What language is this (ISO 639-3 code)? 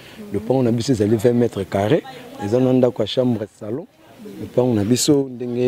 lin